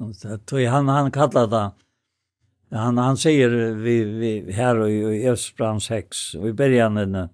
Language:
Faroese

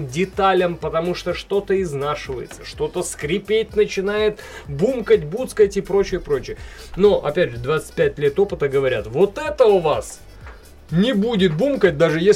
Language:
Russian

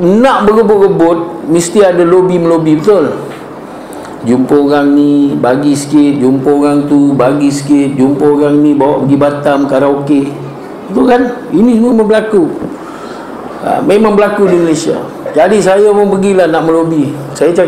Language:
Malay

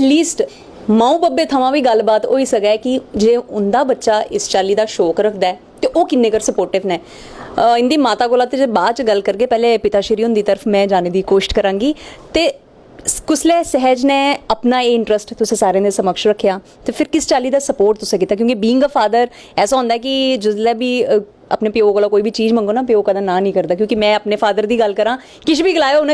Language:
Dogri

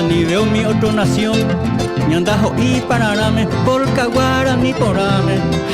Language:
Guarani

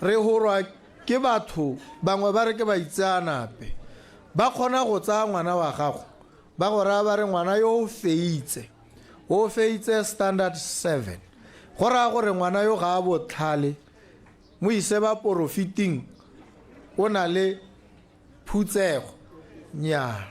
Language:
Tswana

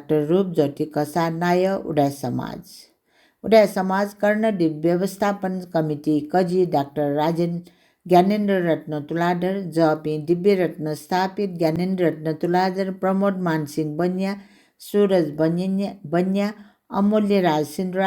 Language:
Newari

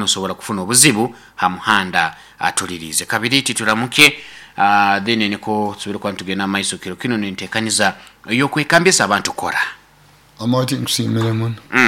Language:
Nyoro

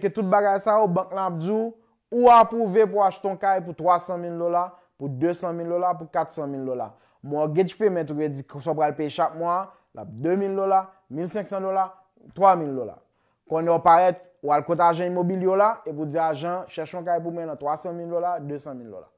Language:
Haitian Creole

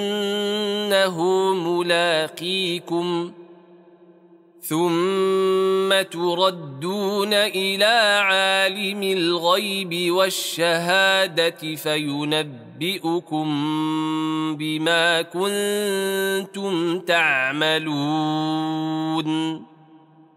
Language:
Arabic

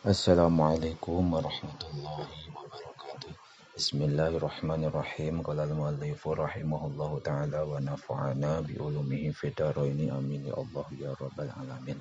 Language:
Sundanese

